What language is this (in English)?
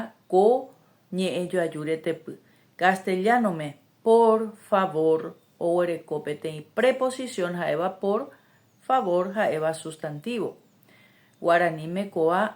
Guarani